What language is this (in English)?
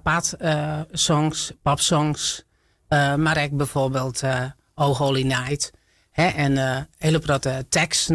Western Frisian